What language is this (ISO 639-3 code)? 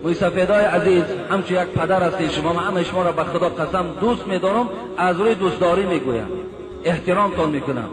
tgk